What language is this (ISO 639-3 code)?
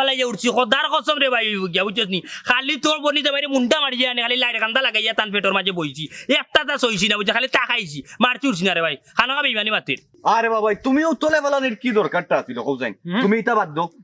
syl